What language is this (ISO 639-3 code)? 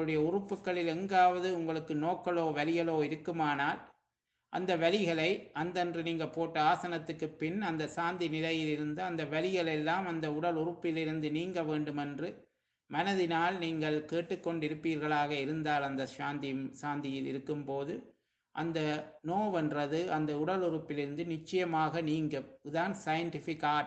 tam